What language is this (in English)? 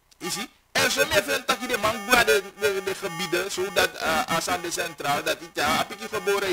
Dutch